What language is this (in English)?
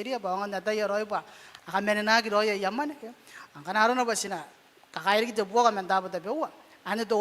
Gilbertese